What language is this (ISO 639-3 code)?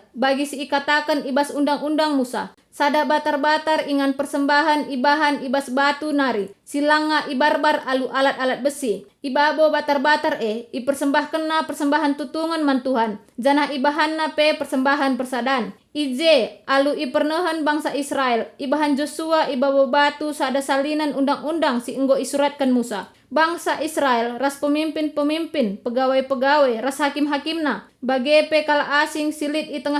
btx